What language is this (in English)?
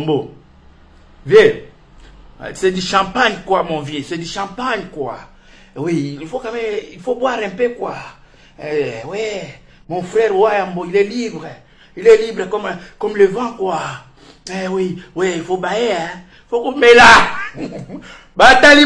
Lingala